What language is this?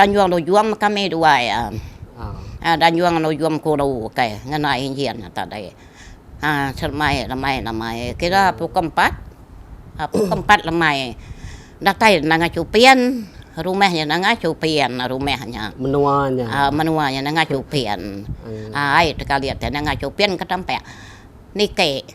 Iban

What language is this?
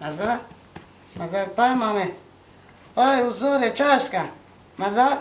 Baluchi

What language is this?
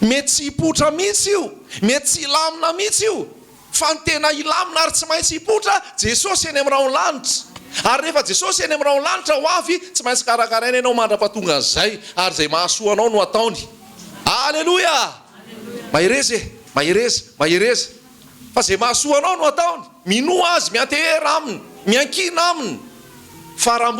Malagasy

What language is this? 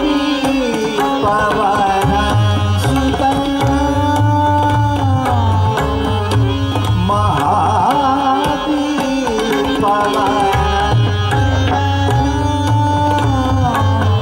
Marathi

